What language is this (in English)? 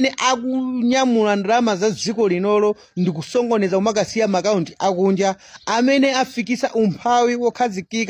Nyanja